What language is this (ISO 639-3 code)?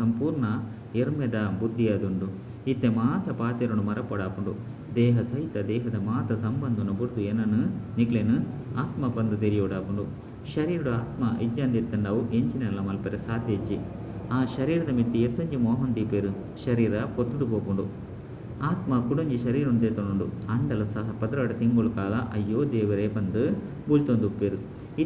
tcy